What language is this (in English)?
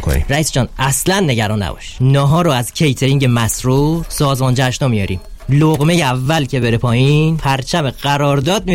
Persian